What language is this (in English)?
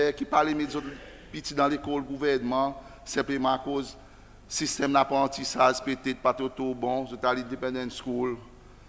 Seselwa Creole French